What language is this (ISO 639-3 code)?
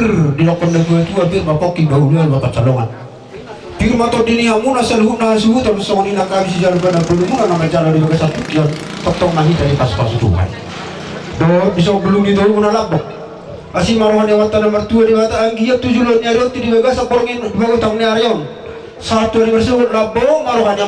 bbc